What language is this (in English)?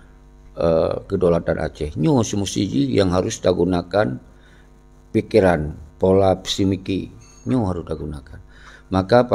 Achinese